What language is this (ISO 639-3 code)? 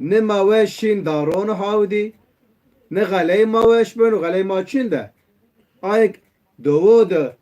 zza